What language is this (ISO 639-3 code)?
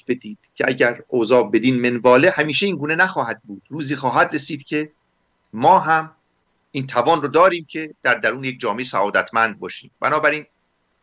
fas